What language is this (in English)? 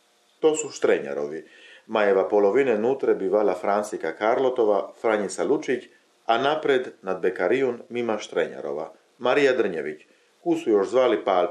Chakavian